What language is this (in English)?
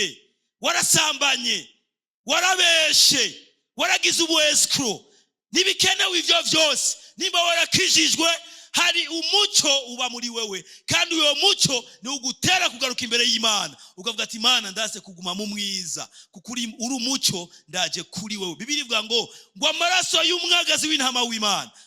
Rundi